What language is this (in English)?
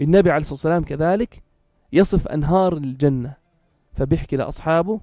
North Levantine Arabic